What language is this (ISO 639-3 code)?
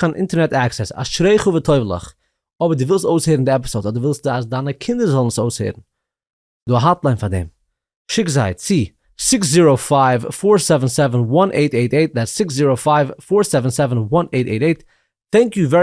yid